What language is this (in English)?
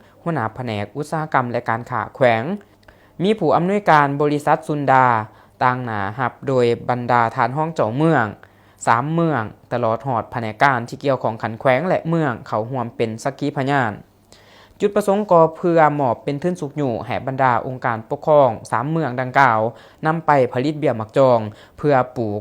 Lao